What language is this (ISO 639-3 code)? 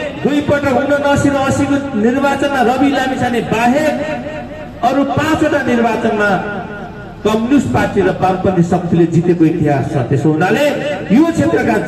nep